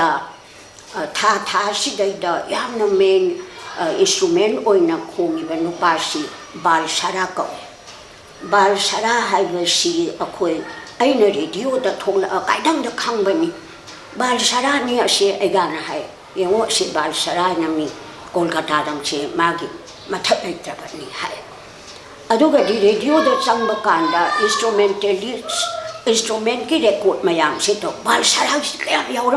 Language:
Manipuri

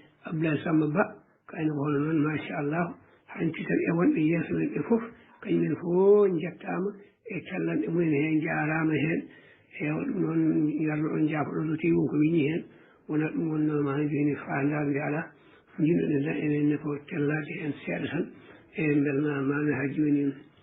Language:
Fula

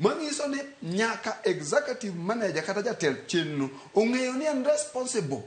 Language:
Luo (Kenya and Tanzania)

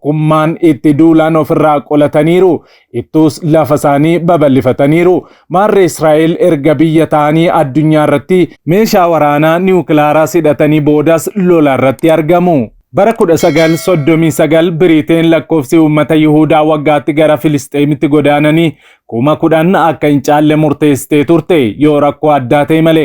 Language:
Oromo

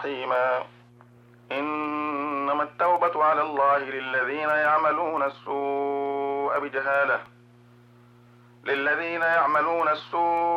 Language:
Arabic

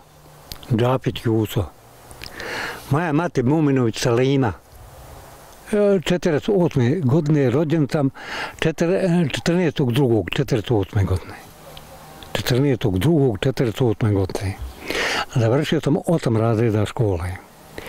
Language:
Bosnian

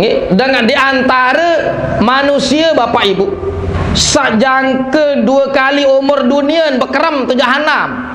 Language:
Sasak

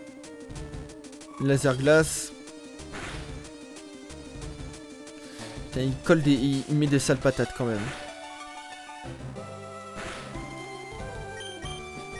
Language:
French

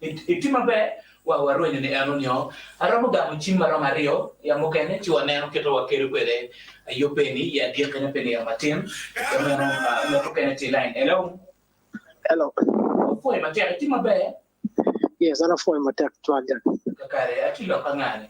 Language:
Acoli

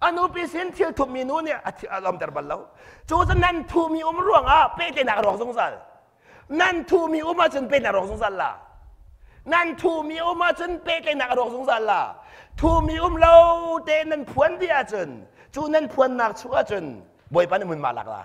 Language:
Hakha Chin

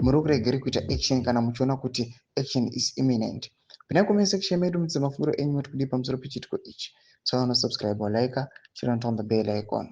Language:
Shona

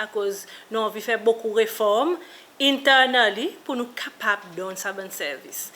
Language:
Seselwa Creole French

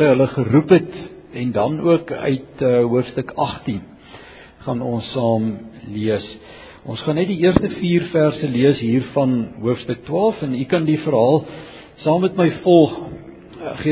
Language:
Afrikaans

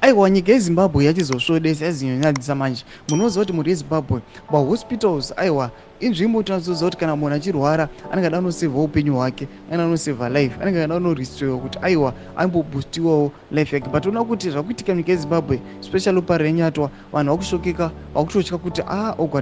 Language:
Shona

